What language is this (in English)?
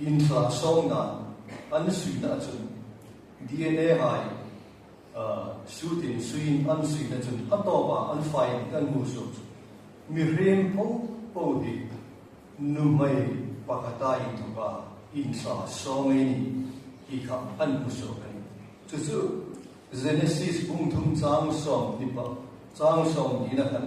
Hmar